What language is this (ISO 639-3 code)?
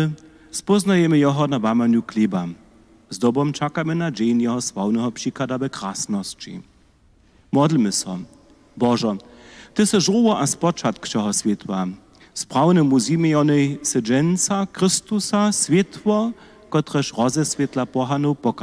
hsb